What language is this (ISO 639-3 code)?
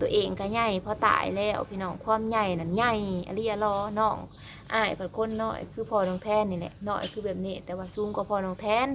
tts